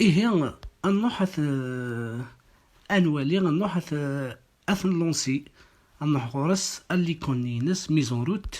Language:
Kabyle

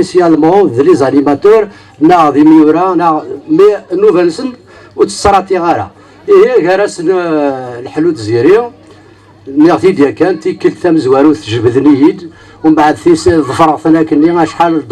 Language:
Kabyle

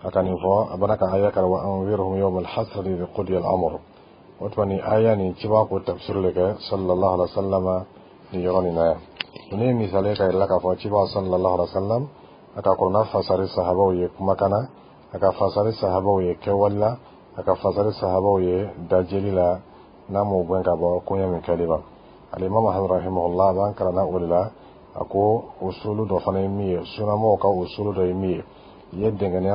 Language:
Bambara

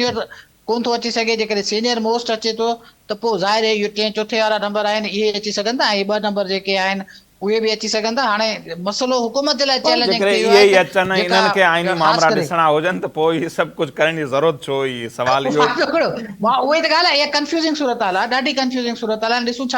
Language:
Sindhi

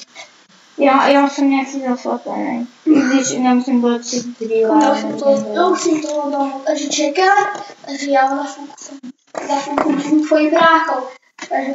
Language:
Czech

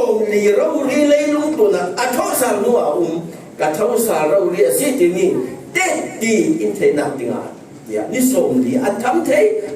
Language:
Falam Chin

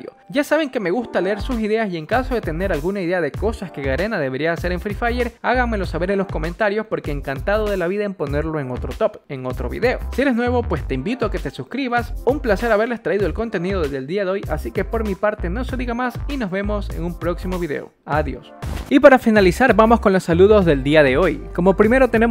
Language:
Spanish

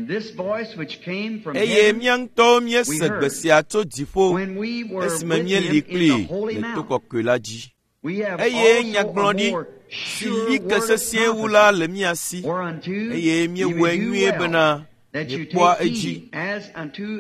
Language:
Ewe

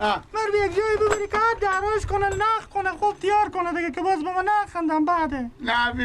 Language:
Persian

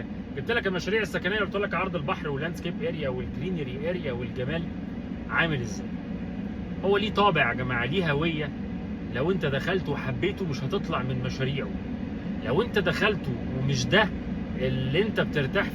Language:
Egyptian Arabic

